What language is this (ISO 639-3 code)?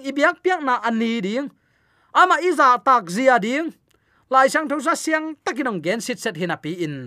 ctd